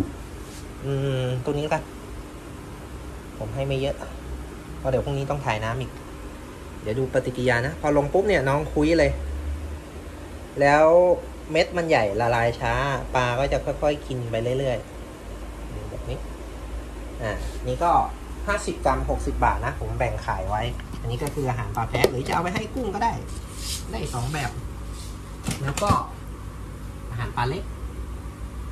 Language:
Thai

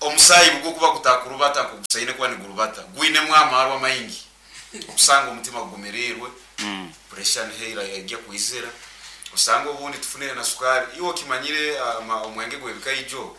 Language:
Nyoro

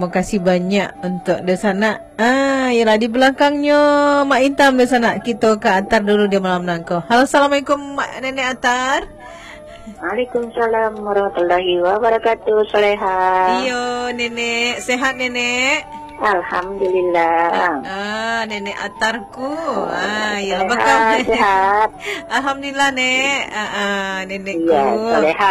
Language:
Minangkabau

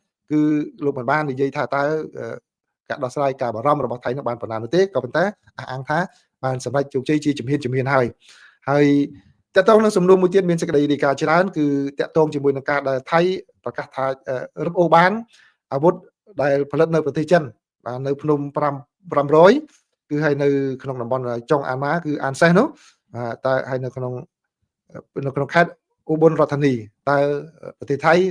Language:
Khmer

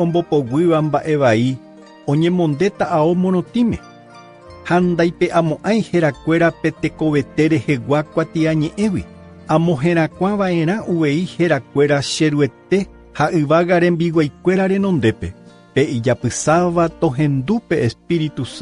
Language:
Guarani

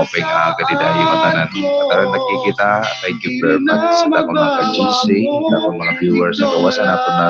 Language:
Waray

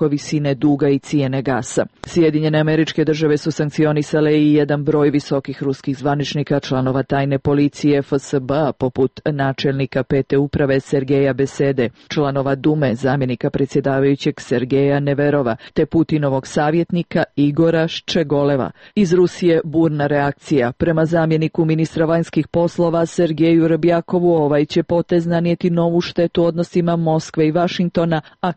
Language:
Serbian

